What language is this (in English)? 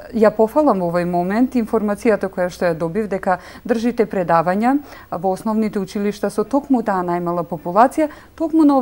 Macedonian